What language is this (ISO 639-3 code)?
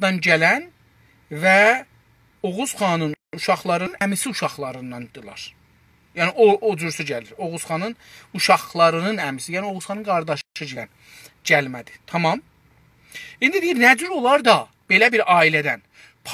azb